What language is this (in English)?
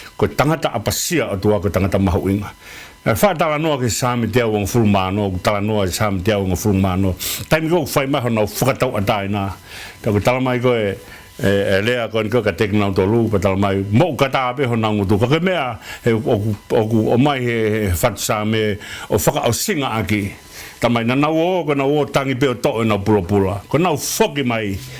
Tongan